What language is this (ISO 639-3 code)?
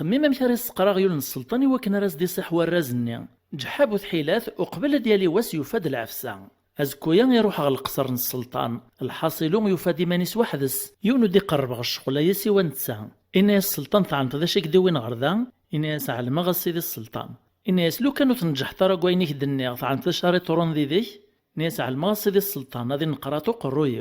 kab